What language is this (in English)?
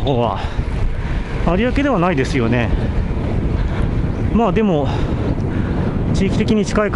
Japanese